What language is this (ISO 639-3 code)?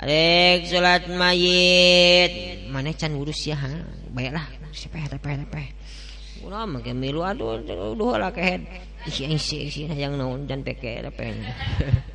sun